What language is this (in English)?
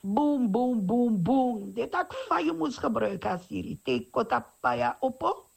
Sranan Tongo